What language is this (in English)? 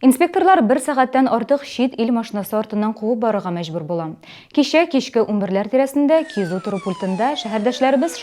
Tatar